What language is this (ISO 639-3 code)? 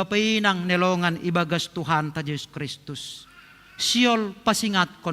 bts